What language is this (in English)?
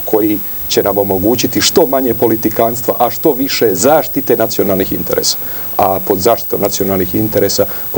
Serbian